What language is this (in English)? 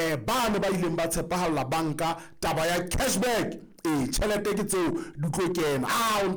Southern Sotho